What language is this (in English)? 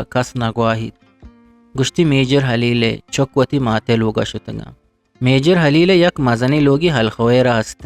Eastern Balochi